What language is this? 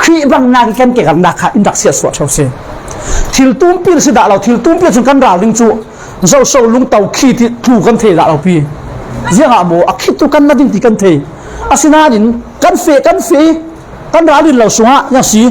Falam Chin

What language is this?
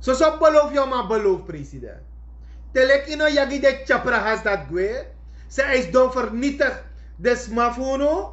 Sranan Tongo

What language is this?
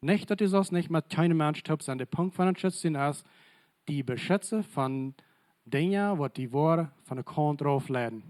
Plautdietsch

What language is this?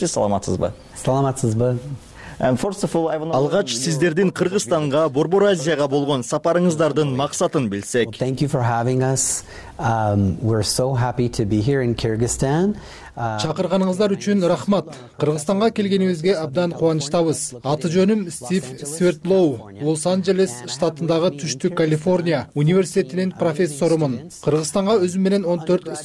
Kyrgyz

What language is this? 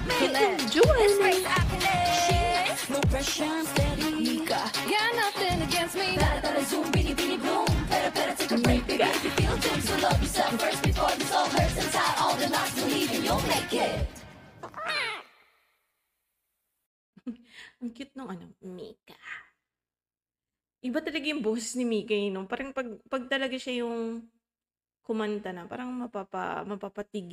Filipino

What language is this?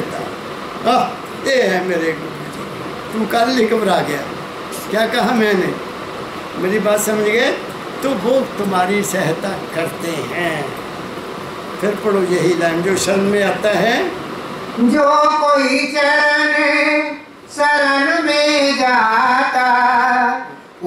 Hindi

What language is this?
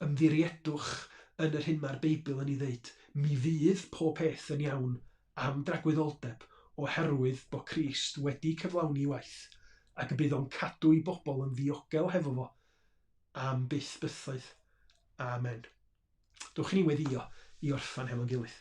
Welsh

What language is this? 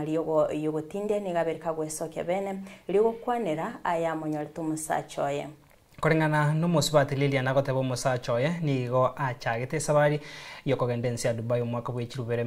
Gusii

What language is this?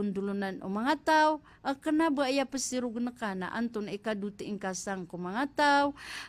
Maranao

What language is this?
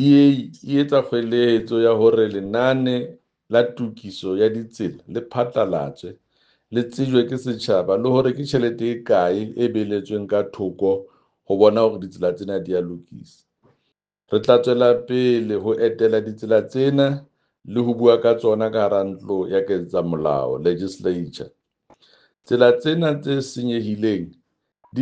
Southern Sotho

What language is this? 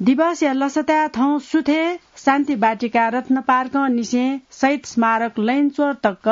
Newari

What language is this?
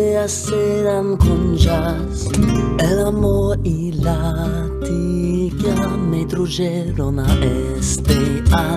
Ladino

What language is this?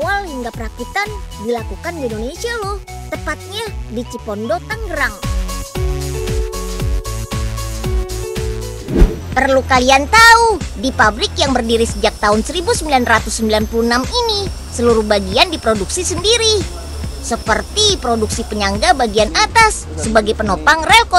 Indonesian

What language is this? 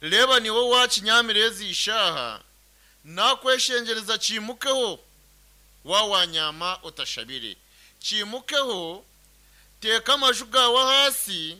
Nyankole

